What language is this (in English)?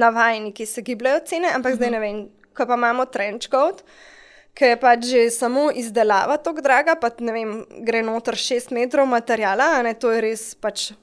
Slovenian